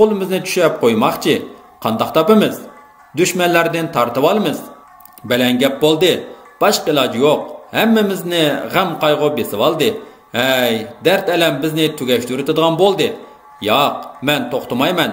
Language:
Uyghur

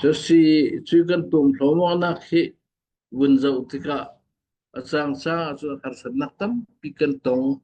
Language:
Falam Chin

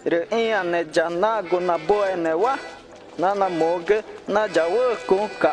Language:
Ticuna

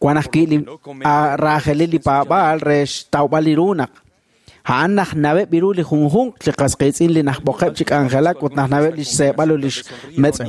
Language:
Kekchí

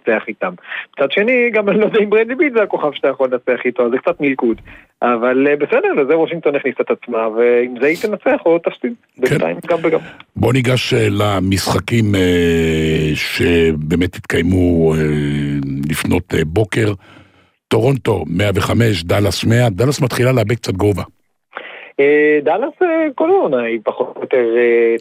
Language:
Hebrew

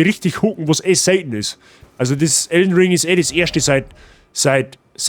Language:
Bavarian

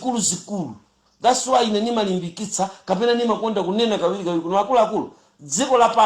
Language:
Nyanja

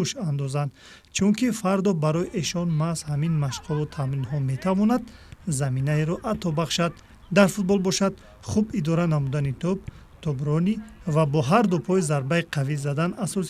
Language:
Tajik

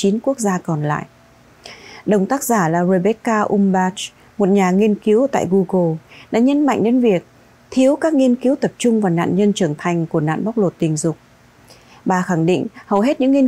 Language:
Vietnamese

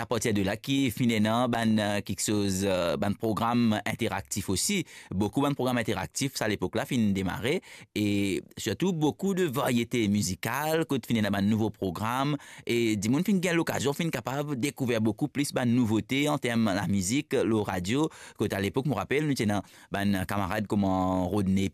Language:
Morisyen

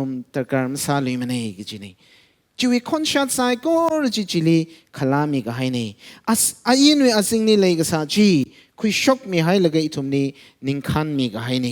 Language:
Tangkhul Naga (India)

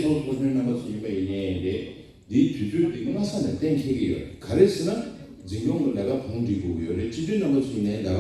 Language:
Tibetan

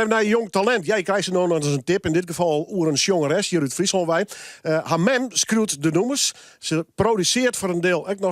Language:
Western Frisian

